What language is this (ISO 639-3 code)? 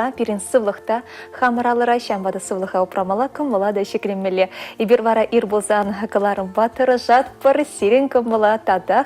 chv